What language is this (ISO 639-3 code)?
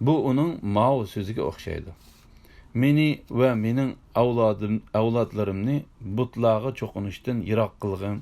uig